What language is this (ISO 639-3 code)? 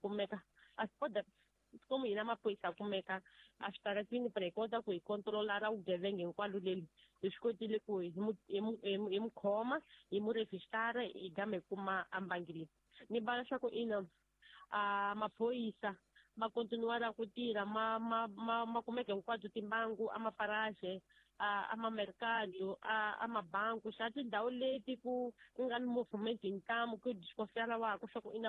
tso